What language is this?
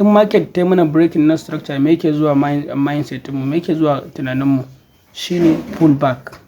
Hausa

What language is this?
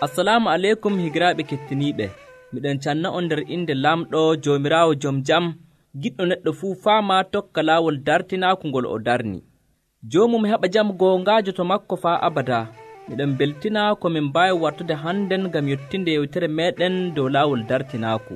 Nigerian Fulfulde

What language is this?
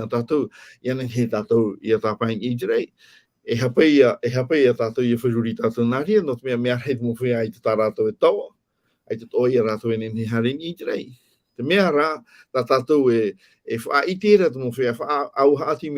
Tahitian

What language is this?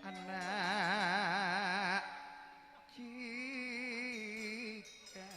Madurese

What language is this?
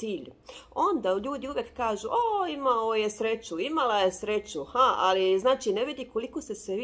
Croatian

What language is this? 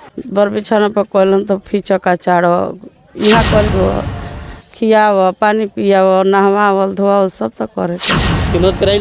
Bhojpuri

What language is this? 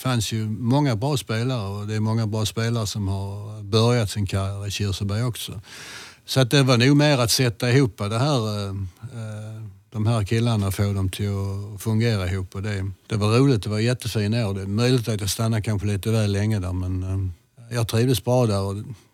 Swedish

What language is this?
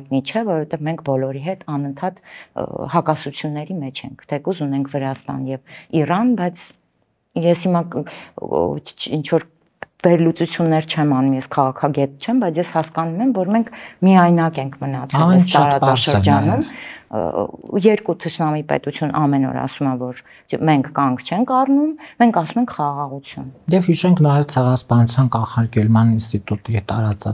Armenian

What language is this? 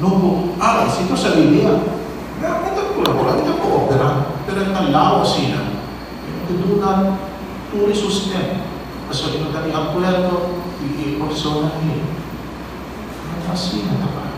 Papiamento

